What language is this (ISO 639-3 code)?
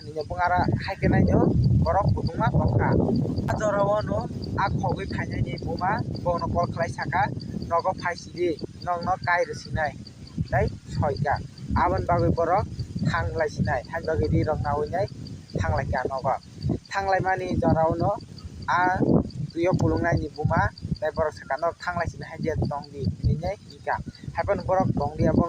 trp